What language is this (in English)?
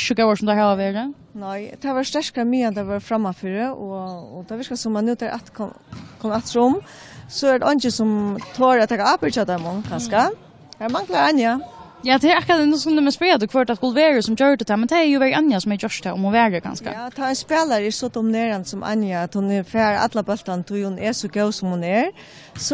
Faroese